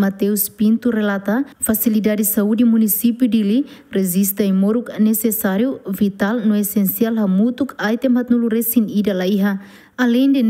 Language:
Tetum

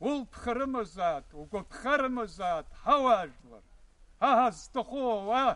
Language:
Abkhazian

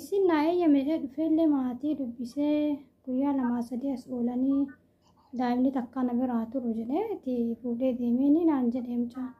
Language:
Oromo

